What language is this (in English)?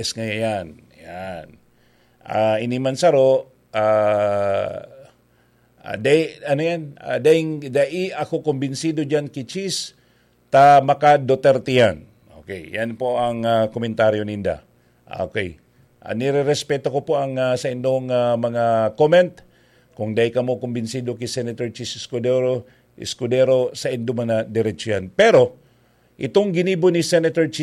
Bikol